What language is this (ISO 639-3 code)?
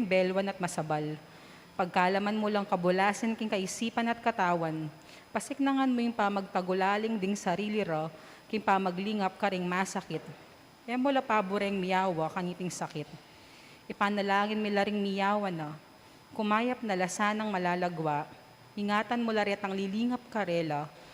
pam